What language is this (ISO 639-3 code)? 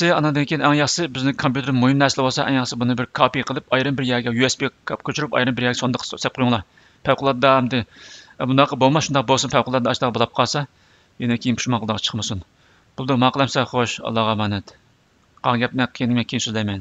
uig